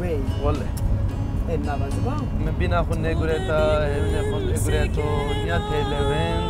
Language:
Zaza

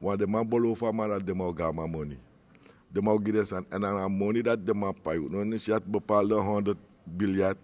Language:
Sranan Tongo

